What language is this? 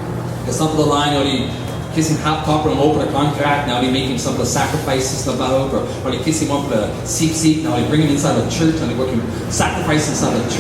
Tok Pisin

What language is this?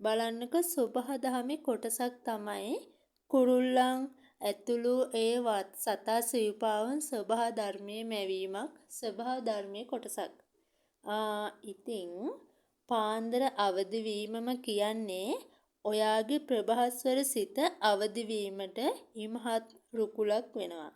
Sinhala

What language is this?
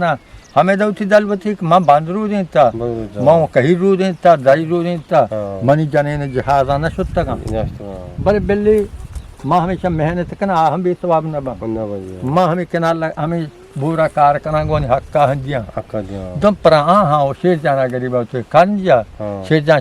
Eastern Balochi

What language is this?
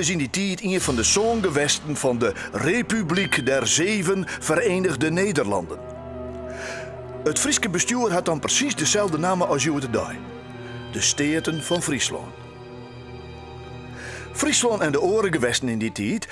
Dutch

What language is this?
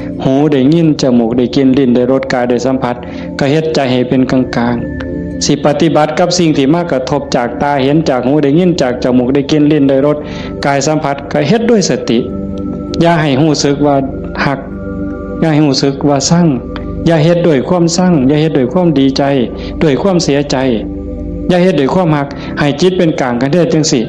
Northeastern Thai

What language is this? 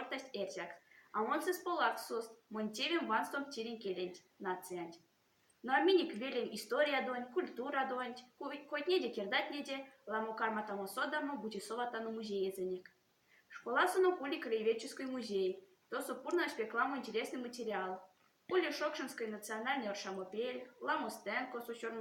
Erzya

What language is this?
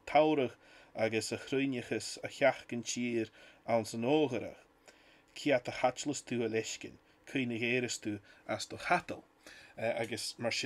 Scottish Gaelic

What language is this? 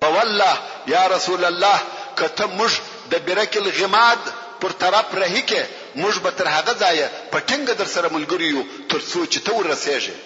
Pashto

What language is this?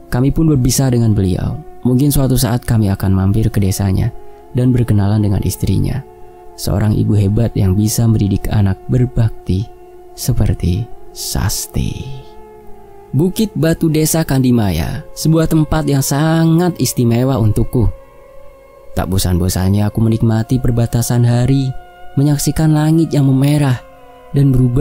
Indonesian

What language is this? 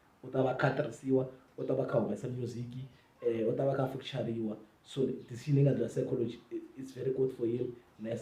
Tsonga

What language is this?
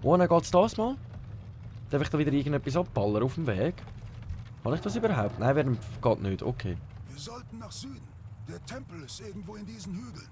Swiss German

